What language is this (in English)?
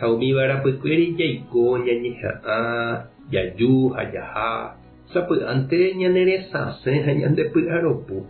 Guarani